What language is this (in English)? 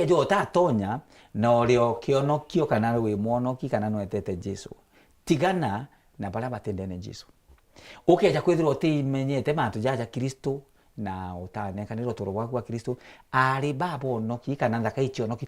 Meru